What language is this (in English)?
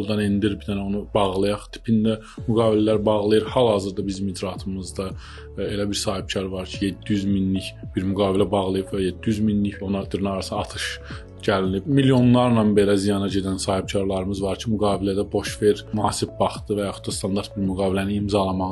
Azerbaijani